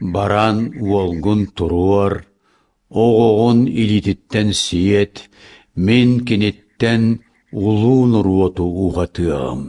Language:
Yakut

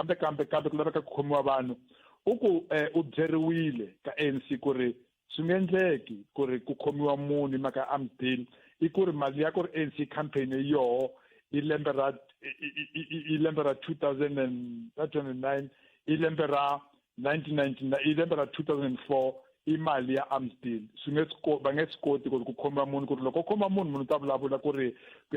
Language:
Tsonga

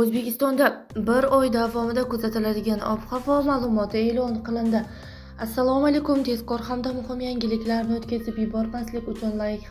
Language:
Uzbek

